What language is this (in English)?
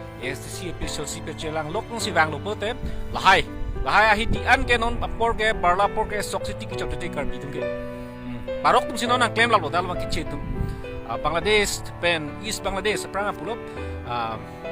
Karbi